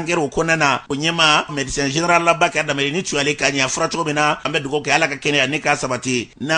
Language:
Bambara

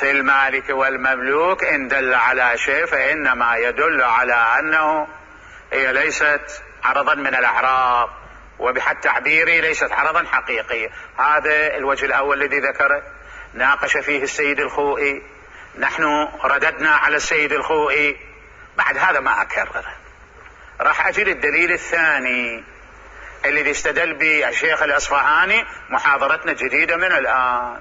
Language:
Mesopotamian Arabic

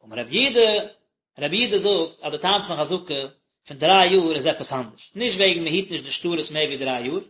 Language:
Yiddish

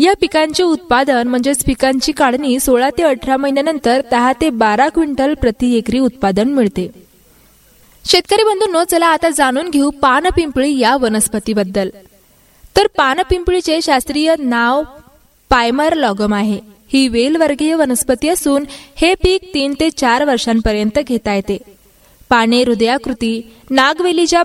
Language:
Marathi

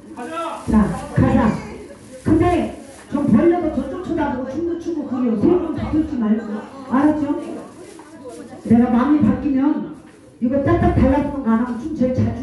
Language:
Korean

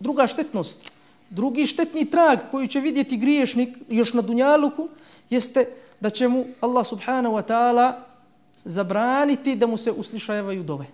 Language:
Bosnian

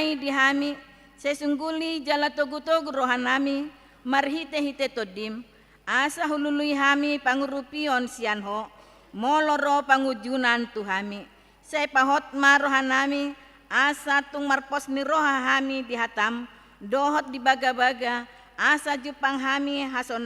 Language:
Batak Toba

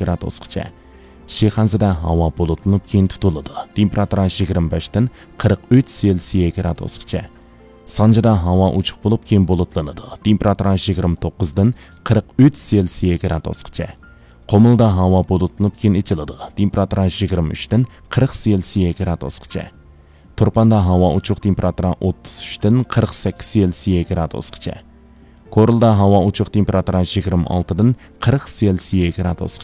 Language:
Uyghur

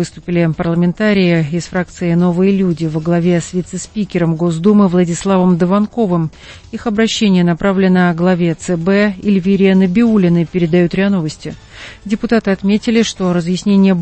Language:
Russian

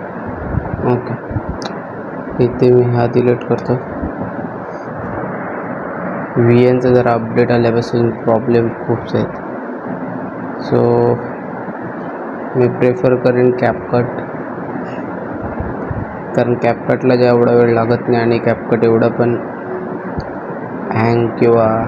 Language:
Marathi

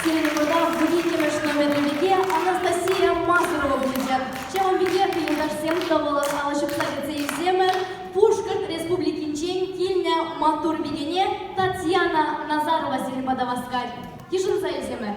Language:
Chuvash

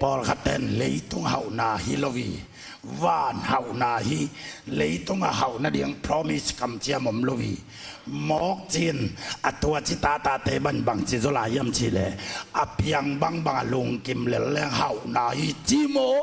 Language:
Tedim Chin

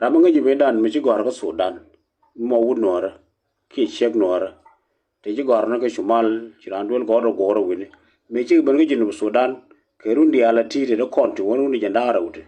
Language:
Nuer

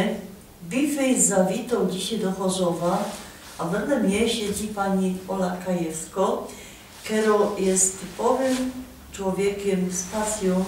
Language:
Silesian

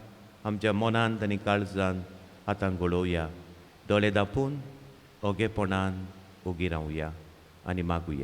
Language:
Konkani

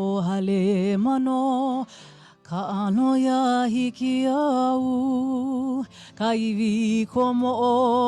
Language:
Hawaiian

